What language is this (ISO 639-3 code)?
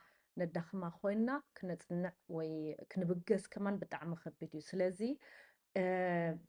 tir